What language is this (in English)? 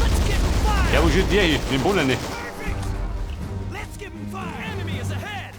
Bavarian